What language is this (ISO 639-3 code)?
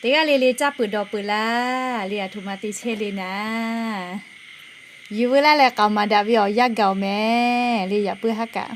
lhu